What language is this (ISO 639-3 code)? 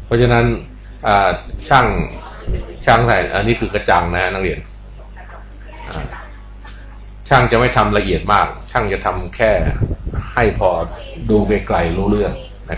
tha